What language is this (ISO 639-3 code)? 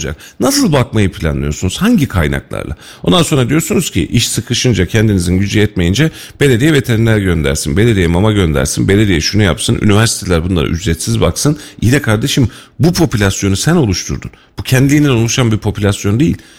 tur